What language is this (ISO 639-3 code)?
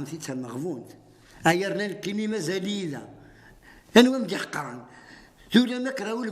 kab